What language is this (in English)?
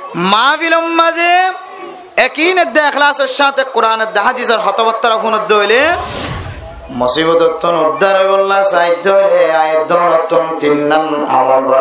Rohingya